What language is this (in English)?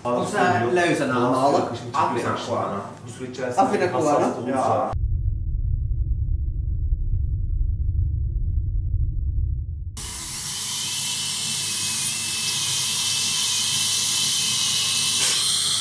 Finnish